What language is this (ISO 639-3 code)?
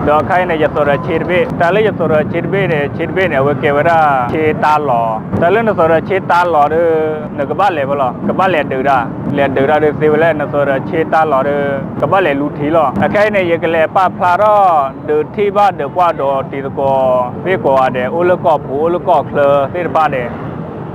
ksw